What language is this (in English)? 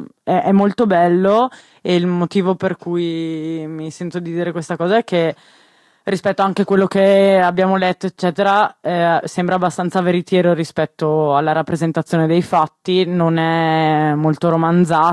Italian